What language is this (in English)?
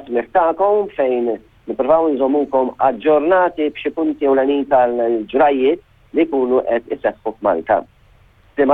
Maltese